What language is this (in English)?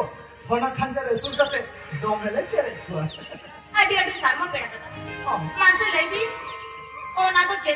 Santali